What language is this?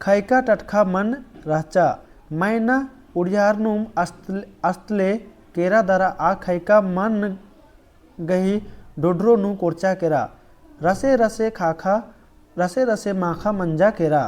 Kurukh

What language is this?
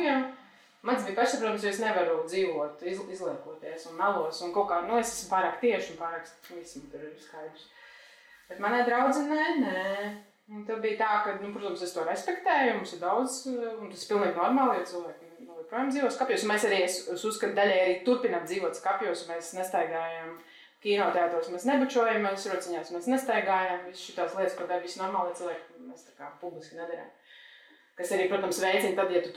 Latvian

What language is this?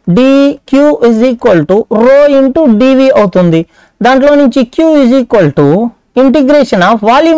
Telugu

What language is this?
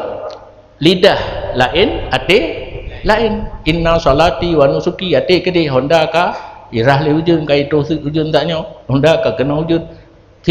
Achinese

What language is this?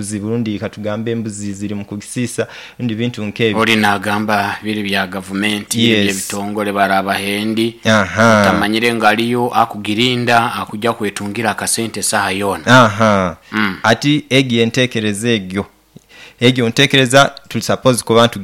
Nyoro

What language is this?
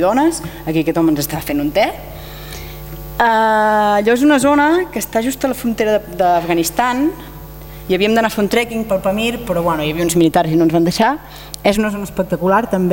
Catalan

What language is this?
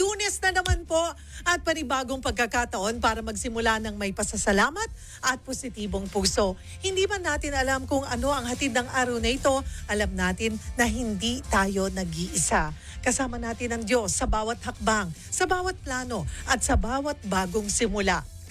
Filipino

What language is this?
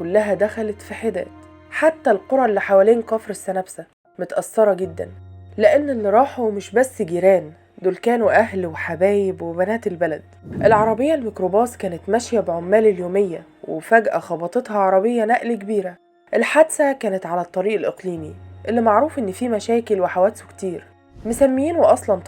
Egyptian Arabic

